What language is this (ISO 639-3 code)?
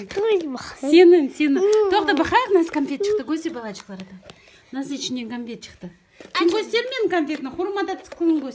crh